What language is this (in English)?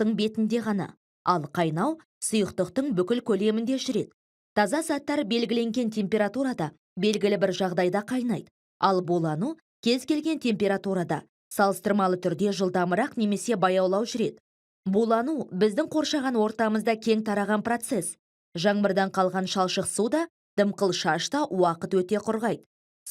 Kazakh